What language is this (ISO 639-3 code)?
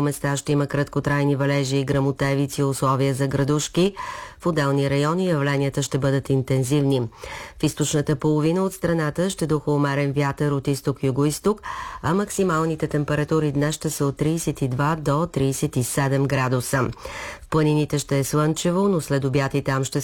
bul